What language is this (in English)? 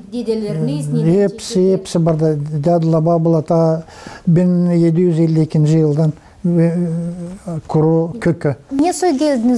Gagauz